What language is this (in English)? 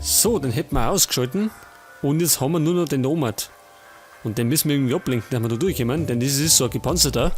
Bavarian